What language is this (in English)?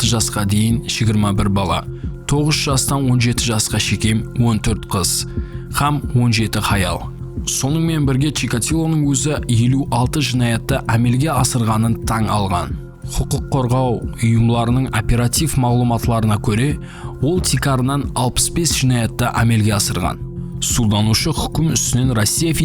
Kara-Kalpak